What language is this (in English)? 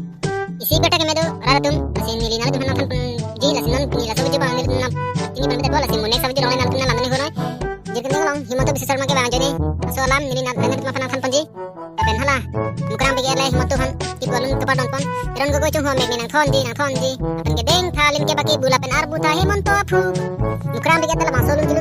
Karbi